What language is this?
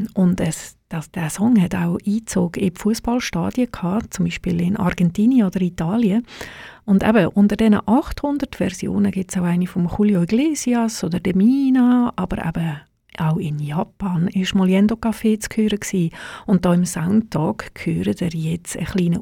German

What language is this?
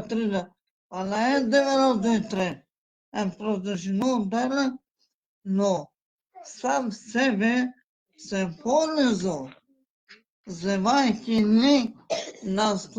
Balkan Romani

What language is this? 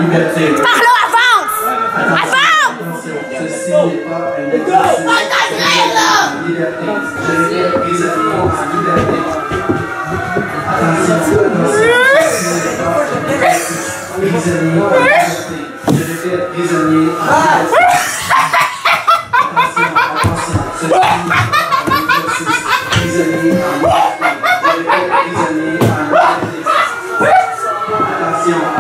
French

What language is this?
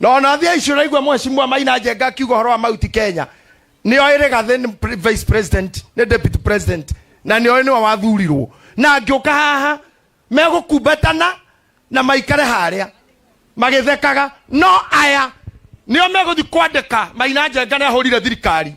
Kikuyu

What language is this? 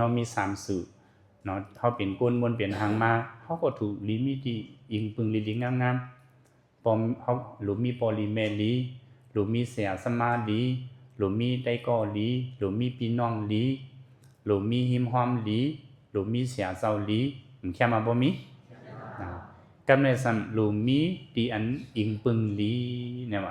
Shan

